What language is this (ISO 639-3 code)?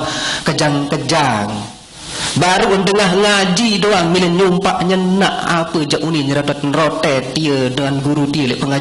sas